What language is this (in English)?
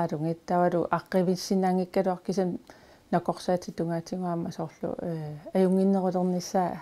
Kalaallisut